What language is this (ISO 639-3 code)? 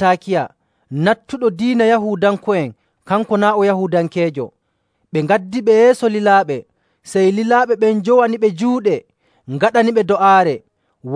fuv